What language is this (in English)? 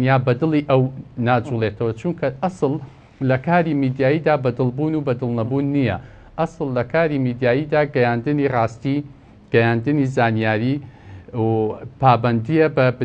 Central Kurdish